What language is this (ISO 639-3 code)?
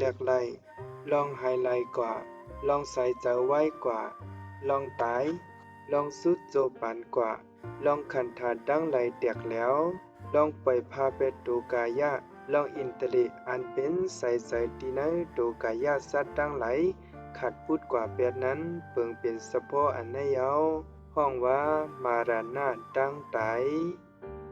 shn